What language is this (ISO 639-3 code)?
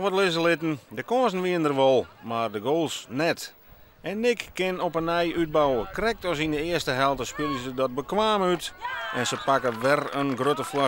fry